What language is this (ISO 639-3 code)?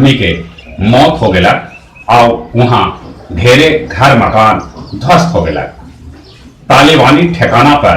mag